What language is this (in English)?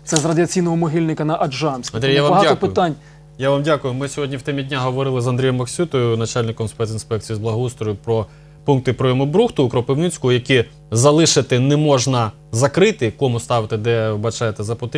Ukrainian